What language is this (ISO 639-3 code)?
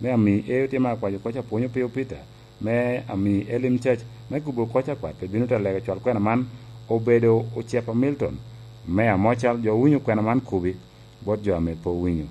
laj